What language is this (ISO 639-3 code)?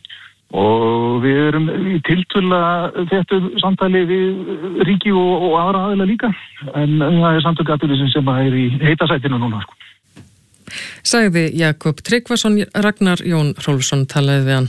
isl